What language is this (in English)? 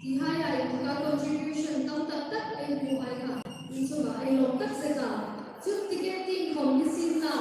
Hmar